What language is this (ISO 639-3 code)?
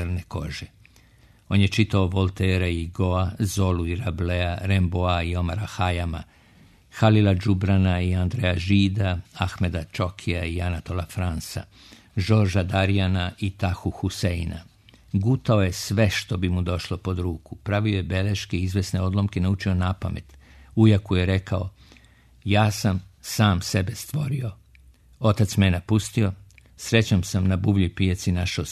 srp